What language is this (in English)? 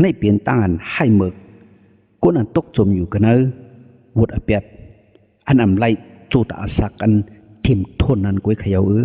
Shan